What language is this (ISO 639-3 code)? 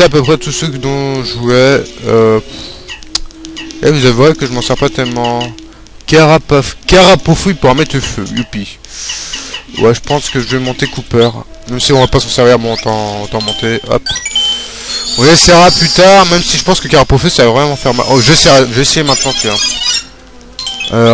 fra